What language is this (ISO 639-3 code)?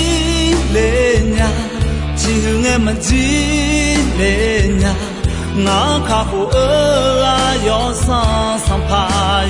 ahk